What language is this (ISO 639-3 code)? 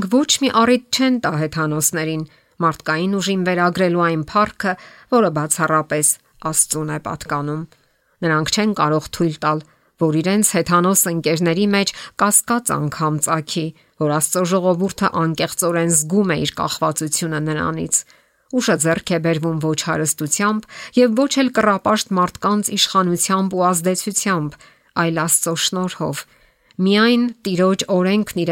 hye